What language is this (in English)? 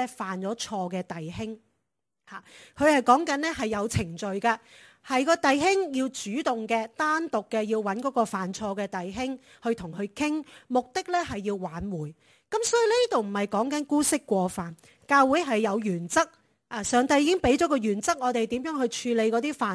Cantonese